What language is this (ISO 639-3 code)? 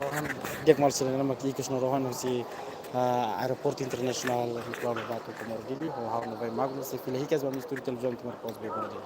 tet